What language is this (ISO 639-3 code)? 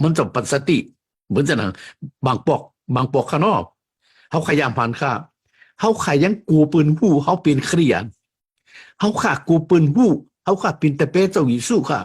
shn